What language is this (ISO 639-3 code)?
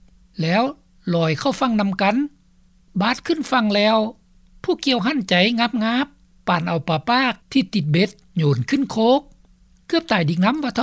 lao